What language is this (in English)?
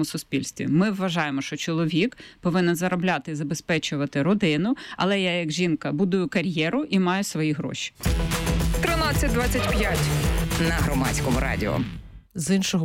Ukrainian